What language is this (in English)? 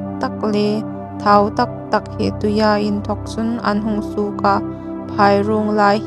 Hmar